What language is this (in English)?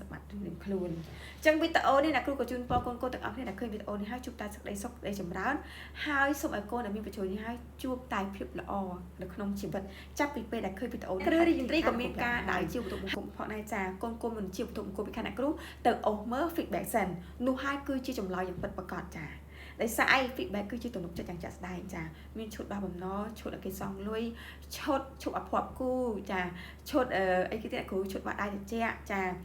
Khmer